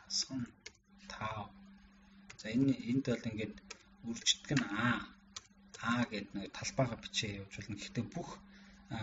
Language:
Mongolian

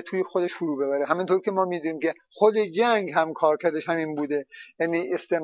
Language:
Persian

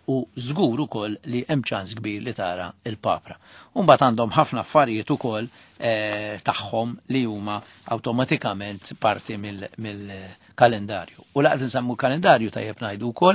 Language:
Maltese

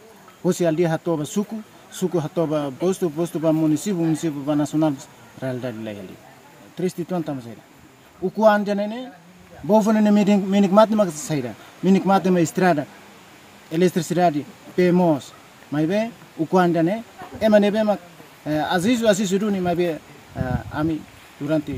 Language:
Tetum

